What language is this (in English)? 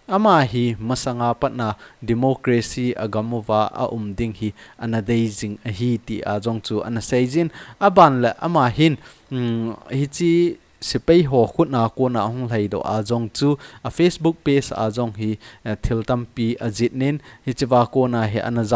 Thado Chin